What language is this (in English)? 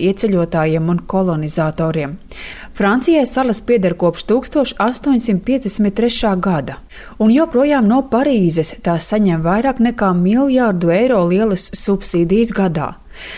Latvian